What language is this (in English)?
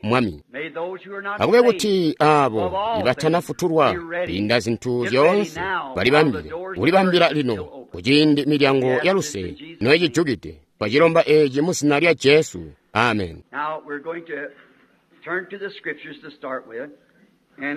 Tonga (Zambia)